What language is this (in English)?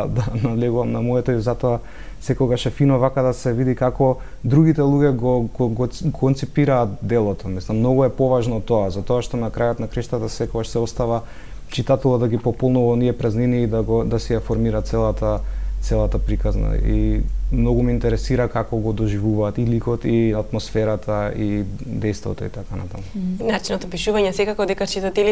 Macedonian